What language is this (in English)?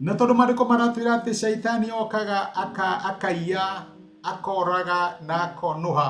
Kikuyu